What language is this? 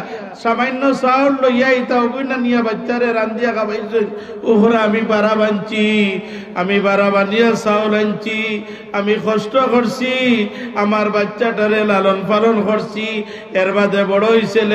Sylheti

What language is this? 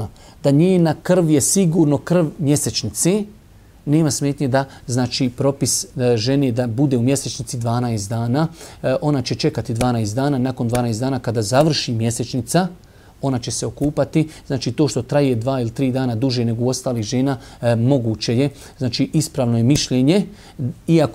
Bosnian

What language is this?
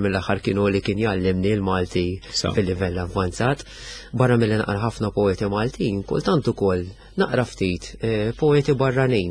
Maltese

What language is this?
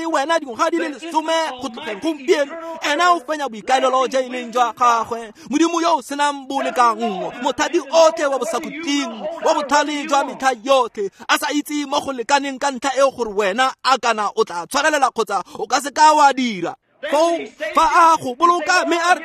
Tswana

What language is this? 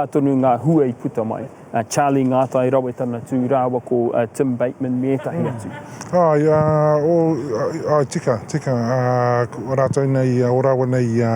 Māori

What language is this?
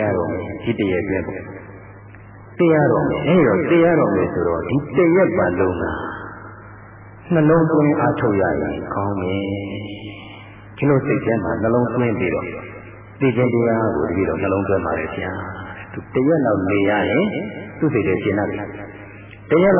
Burmese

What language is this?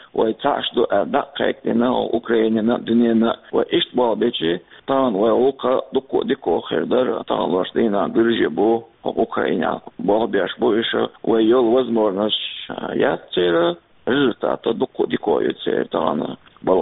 Chechen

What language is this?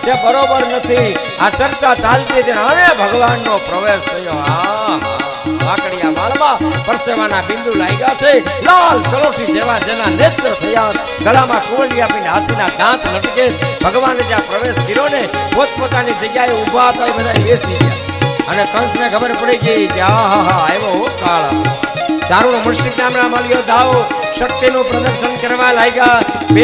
Gujarati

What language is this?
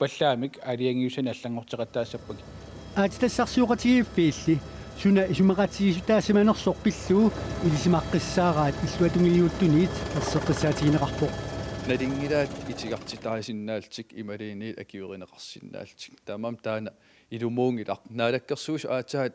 Kalaallisut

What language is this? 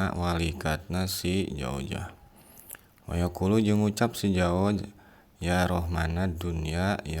Sundanese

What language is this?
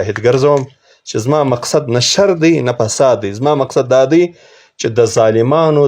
Pashto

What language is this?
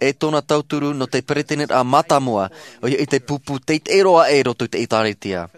Tahitian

